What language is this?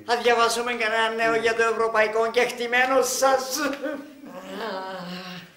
Greek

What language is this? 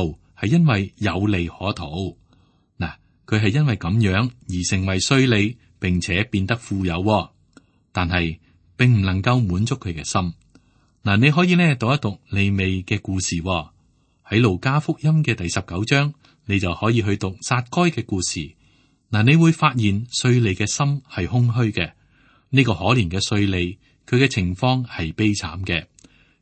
Cantonese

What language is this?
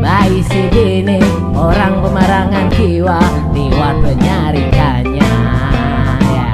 Banjar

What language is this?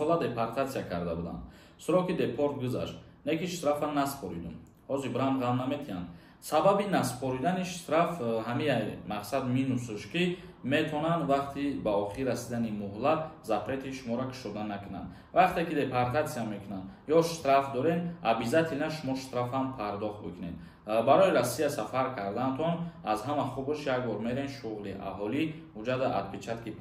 Tajik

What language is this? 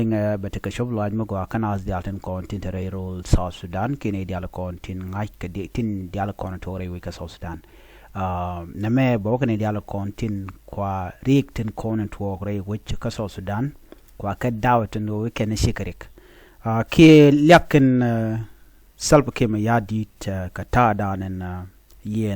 Nuer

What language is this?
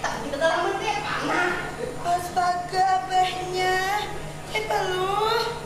Banjar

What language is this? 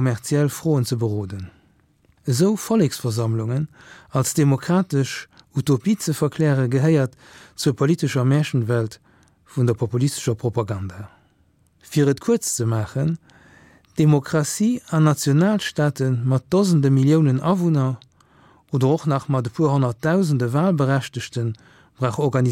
Luxembourgish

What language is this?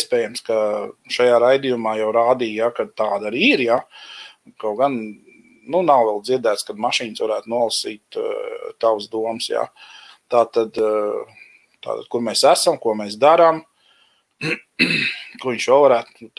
Latvian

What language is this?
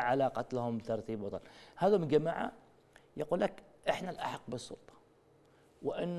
Arabic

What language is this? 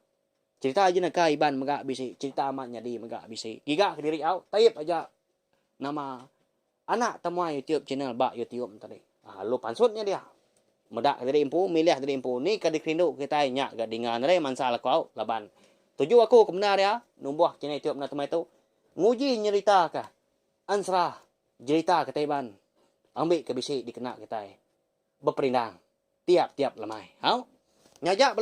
Iban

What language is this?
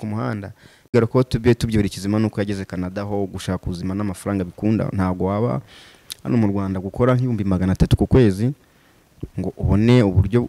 Kinyarwanda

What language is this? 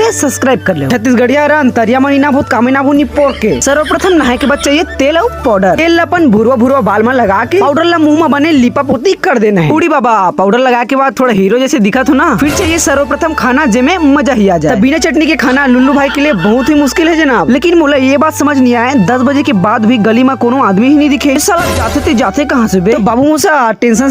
Chhattisgarhi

